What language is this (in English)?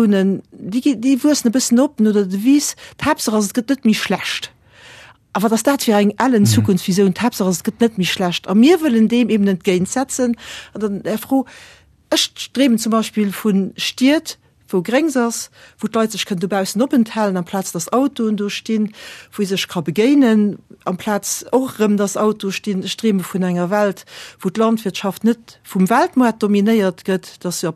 Luxembourgish